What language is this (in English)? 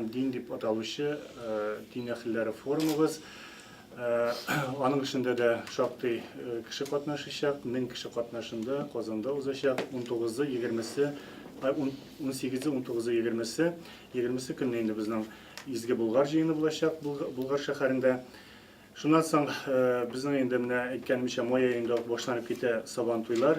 Tatar